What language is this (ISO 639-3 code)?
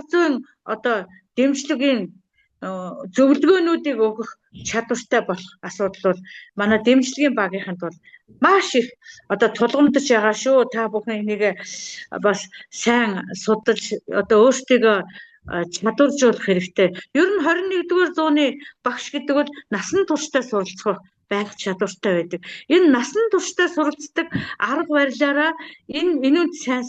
mon